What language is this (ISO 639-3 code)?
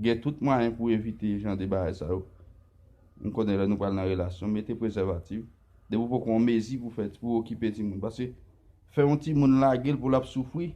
hat